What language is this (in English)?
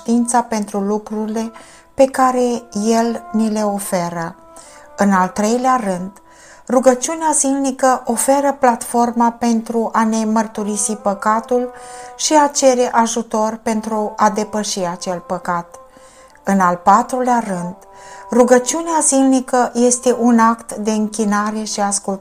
Romanian